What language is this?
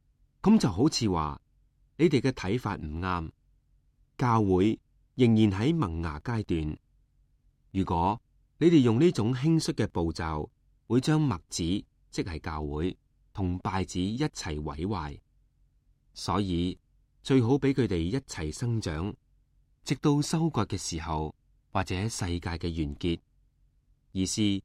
Cantonese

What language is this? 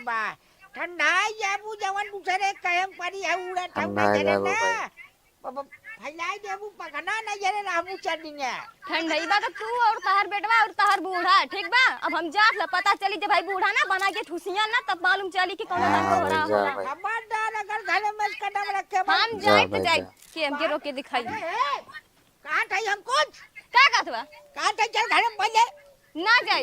Awadhi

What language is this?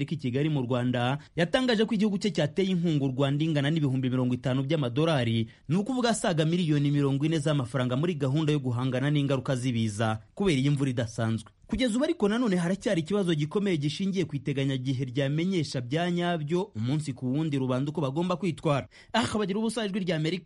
Kinyarwanda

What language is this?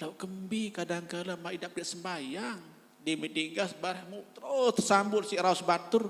Sasak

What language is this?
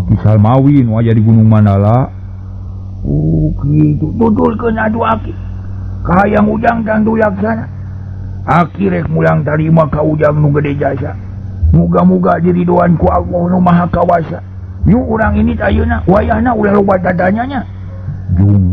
Sundanese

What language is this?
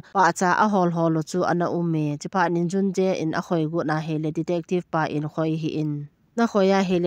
Thado Chin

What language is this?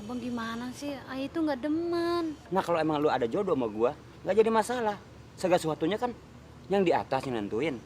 Betawi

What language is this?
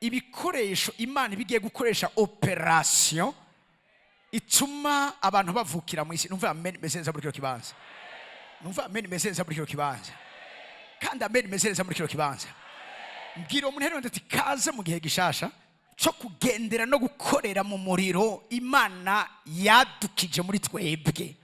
Rundi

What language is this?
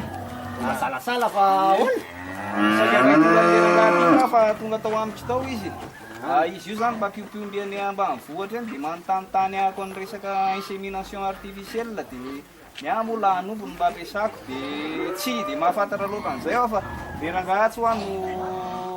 Malagasy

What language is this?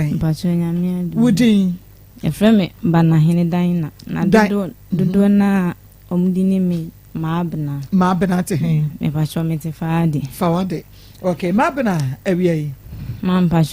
Akan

